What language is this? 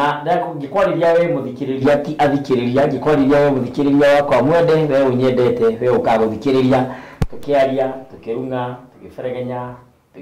Kikuyu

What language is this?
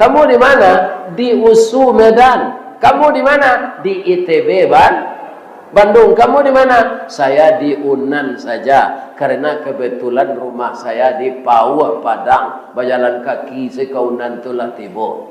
Minangkabau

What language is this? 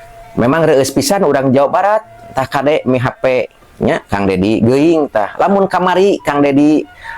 Sundanese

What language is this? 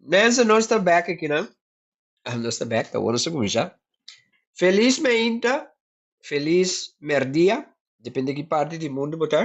Papiamento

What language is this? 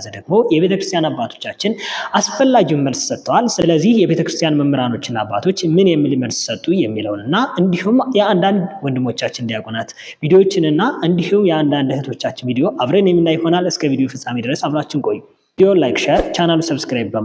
Amharic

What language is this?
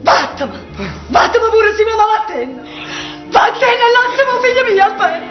Neapolitan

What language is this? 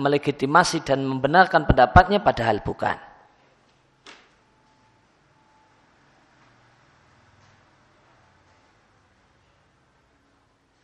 Indonesian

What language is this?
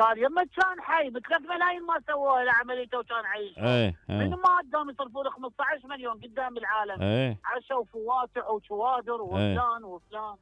Mesopotamian Arabic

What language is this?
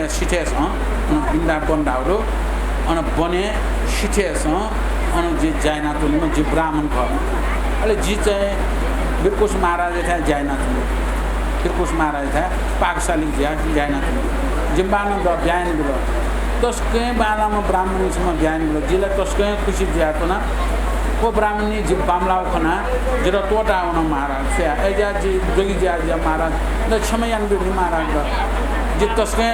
Newari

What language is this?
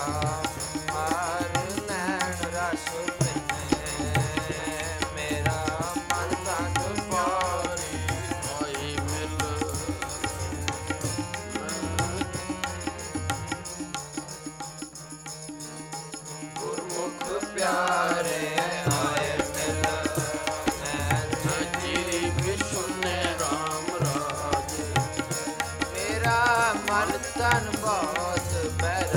Punjabi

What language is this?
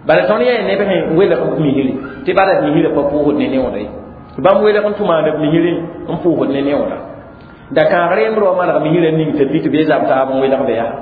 Mossi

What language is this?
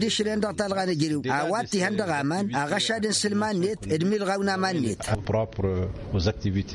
Tamasheq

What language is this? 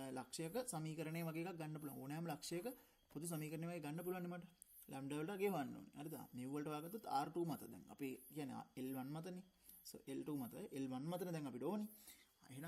Sinhala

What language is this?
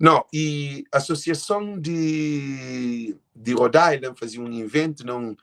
Kabuverdianu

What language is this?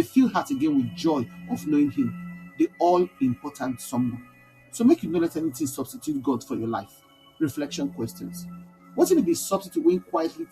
Nigerian Pidgin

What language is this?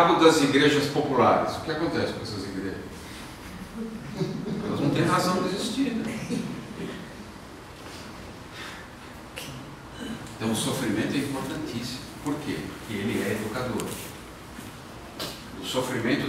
Portuguese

